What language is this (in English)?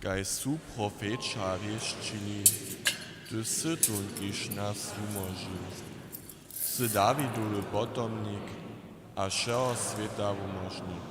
Upper Sorbian